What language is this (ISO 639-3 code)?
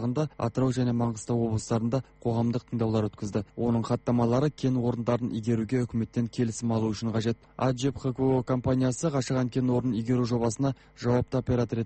kaz